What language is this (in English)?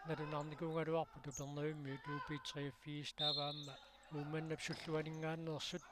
Kalaallisut